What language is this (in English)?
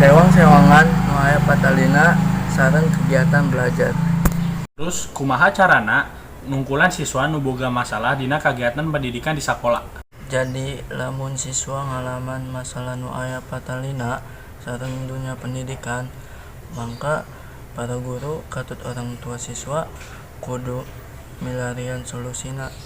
Sundanese